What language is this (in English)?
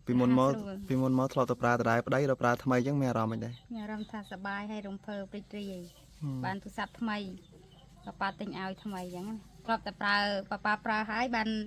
Khmer